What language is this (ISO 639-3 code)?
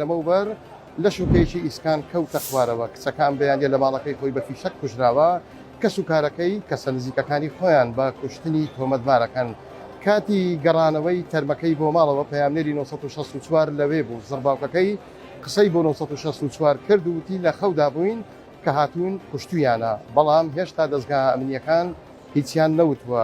ckb